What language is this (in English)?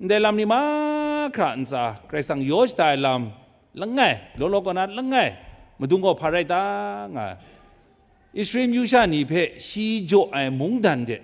Kachin